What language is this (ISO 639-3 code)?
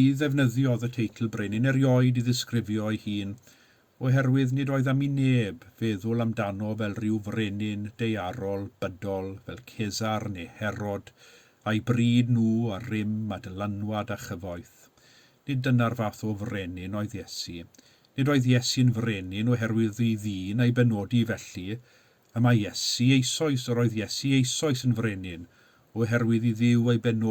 cym